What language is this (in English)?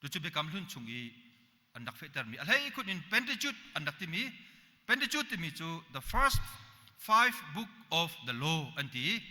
Hakha Chin